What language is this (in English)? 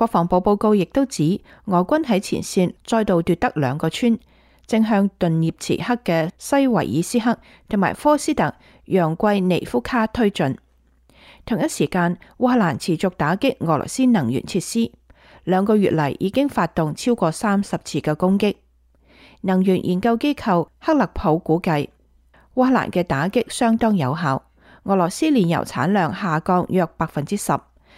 Cantonese